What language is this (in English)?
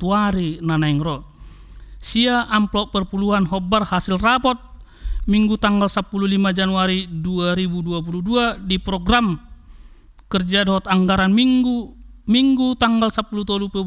Batak Toba